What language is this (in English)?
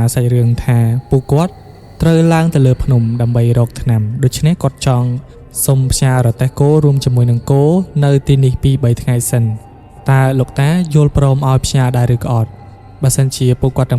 Khmer